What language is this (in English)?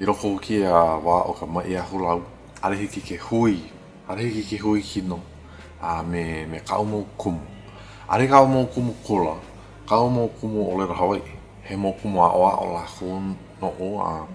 Hawaiian